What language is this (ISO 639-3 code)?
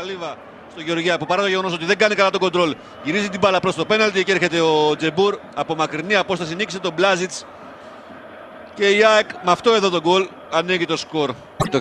ell